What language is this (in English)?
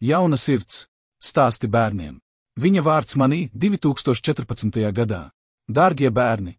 Latvian